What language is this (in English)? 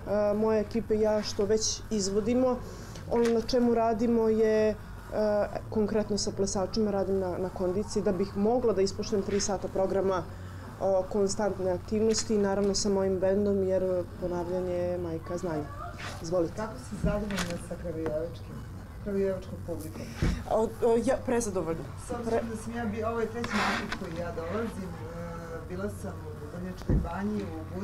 Serbian